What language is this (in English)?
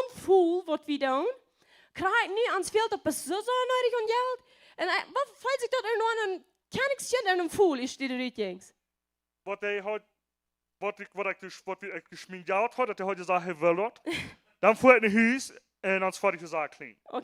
Plautdietsch